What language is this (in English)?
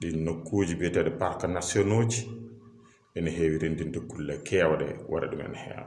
Fula